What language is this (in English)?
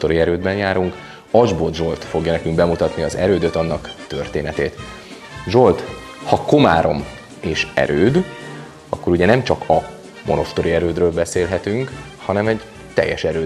Hungarian